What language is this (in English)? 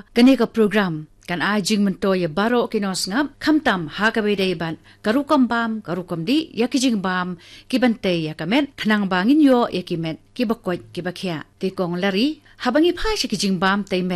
Khasi